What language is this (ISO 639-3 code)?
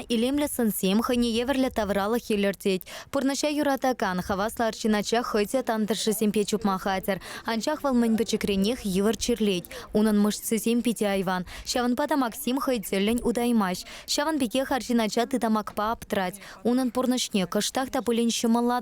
chv